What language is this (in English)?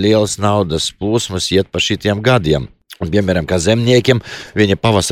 Latvian